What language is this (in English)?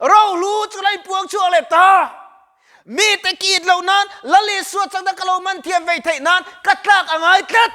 Mizo